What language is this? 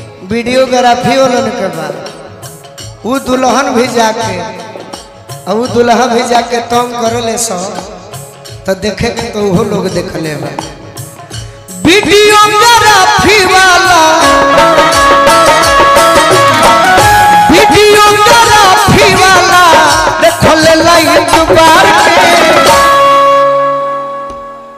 Bhojpuri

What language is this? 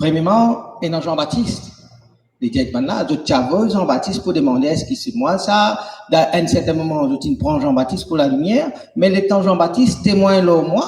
Morisyen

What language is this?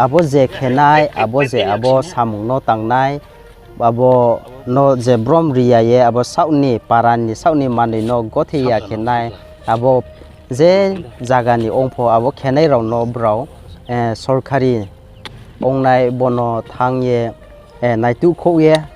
Riang (India)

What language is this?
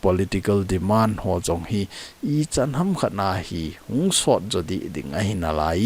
Thado Chin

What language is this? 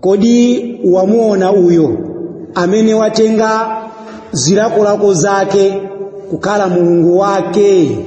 Nyanja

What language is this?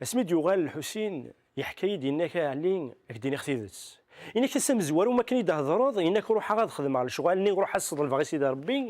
Kabyle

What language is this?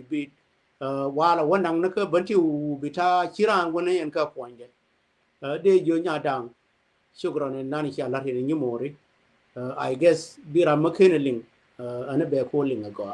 Nuer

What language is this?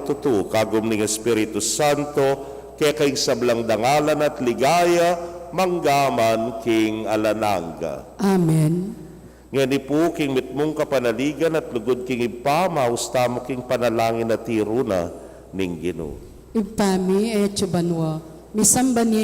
Pampanga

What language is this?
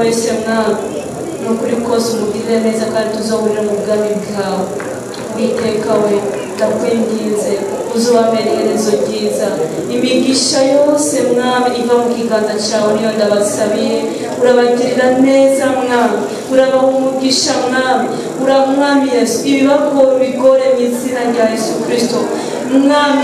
Rundi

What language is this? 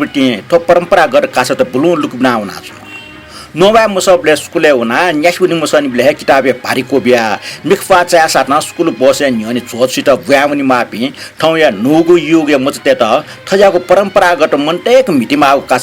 Newari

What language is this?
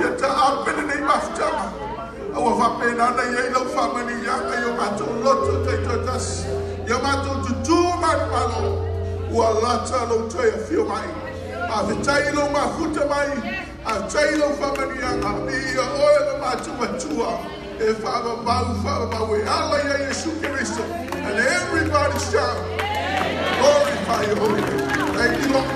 Samoan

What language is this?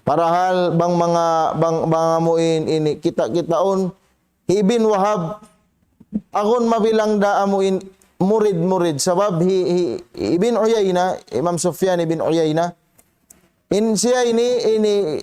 Tausug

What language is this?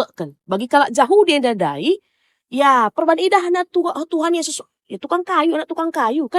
Batak Karo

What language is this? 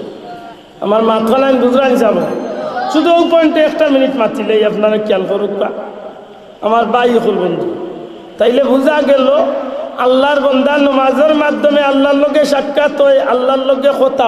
Sylheti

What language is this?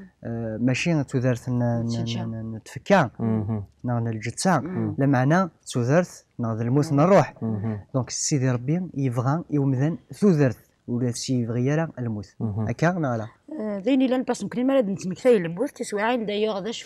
Kabyle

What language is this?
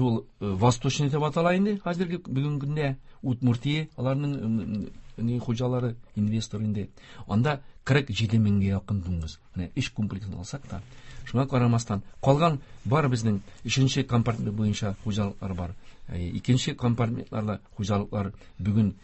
Tatar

